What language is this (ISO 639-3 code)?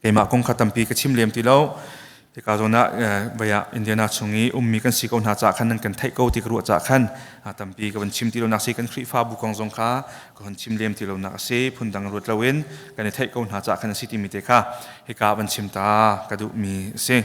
cnh